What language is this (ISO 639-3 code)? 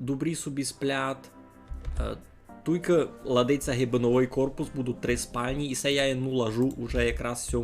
rue